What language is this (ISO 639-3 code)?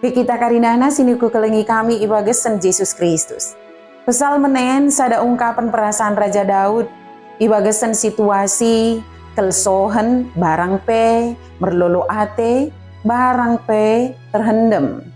btd